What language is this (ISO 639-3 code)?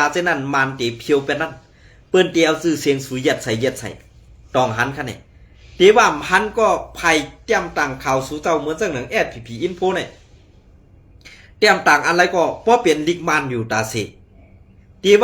shn